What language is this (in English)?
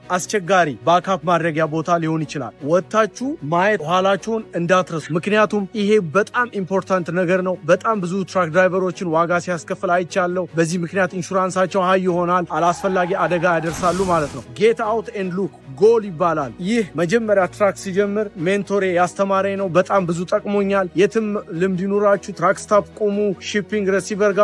Amharic